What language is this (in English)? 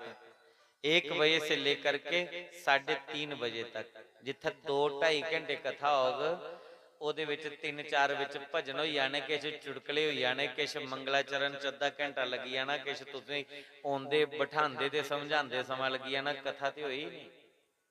Dogri